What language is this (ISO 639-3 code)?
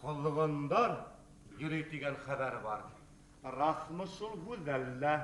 bak